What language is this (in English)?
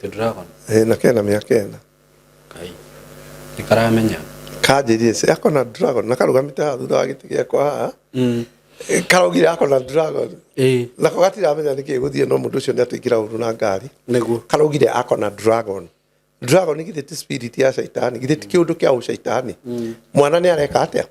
Kikuyu